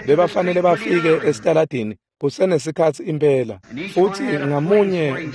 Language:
Swati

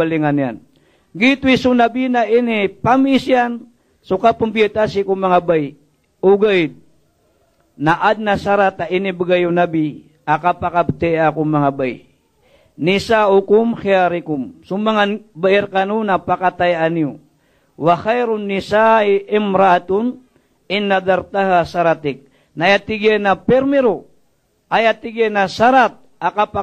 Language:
Maranao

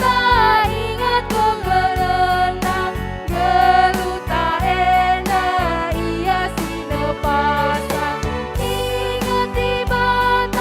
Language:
Batak Karo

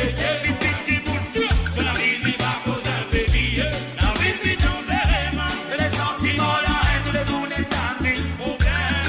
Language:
Morisyen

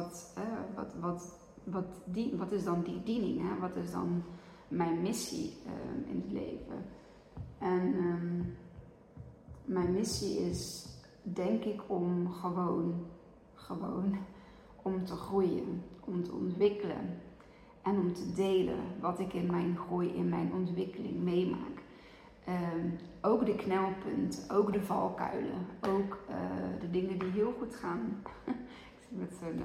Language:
Dutch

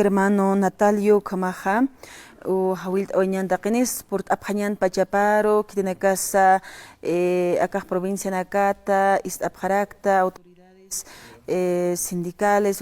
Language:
Aymara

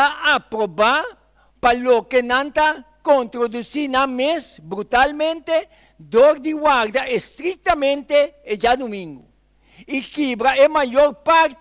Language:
Papiamento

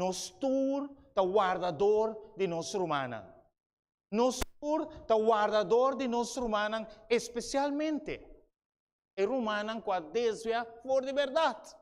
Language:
Papiamento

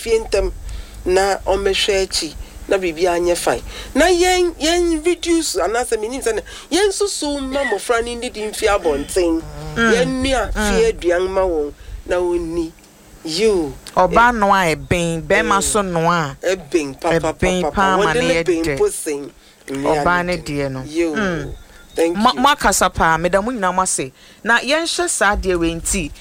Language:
Akan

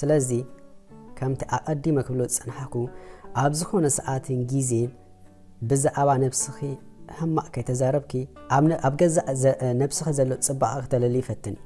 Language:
Tigrinya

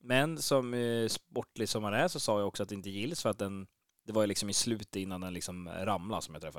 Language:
Swedish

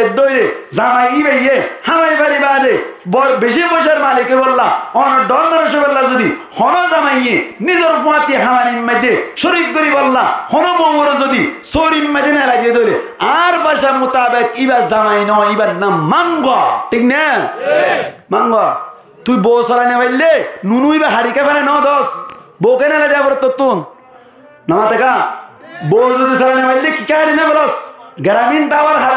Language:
Rohingya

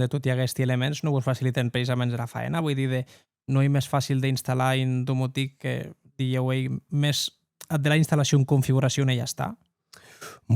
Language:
Occitan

